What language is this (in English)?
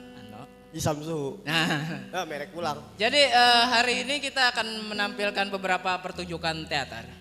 Banjar